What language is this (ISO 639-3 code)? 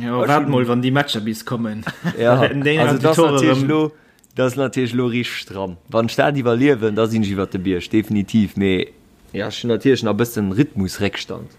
ltz